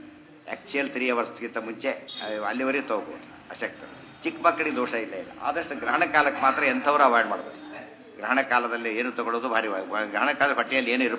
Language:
Kannada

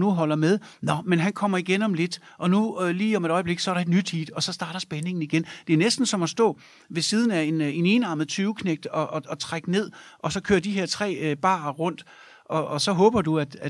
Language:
Danish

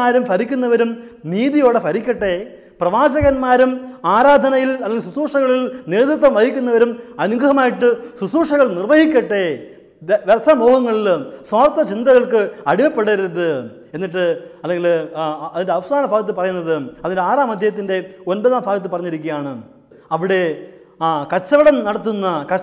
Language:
Malayalam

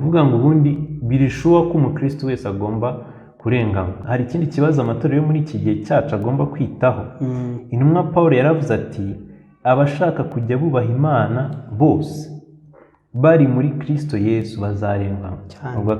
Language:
Kinyarwanda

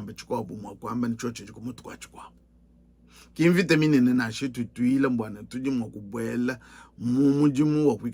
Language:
Luba-Lulua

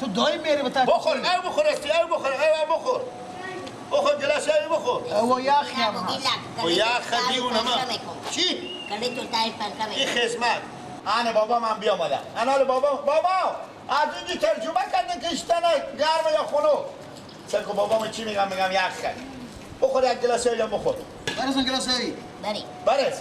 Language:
Persian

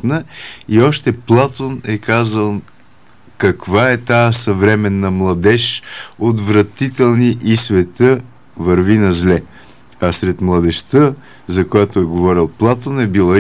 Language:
Bulgarian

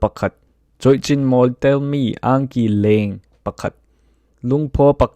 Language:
Falam Chin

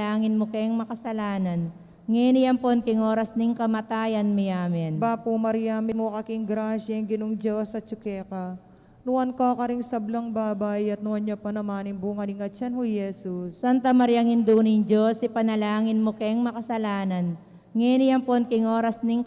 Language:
Pampanga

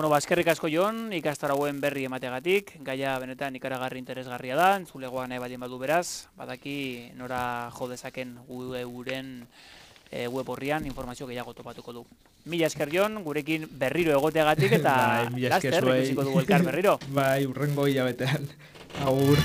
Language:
Basque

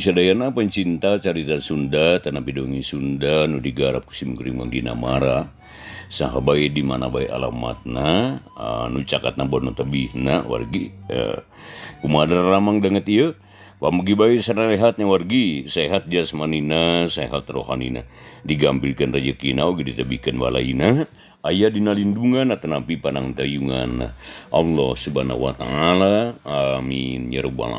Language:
Sundanese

